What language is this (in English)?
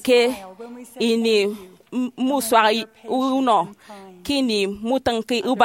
Efik